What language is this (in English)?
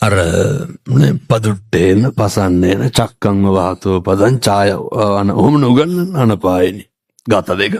Sinhala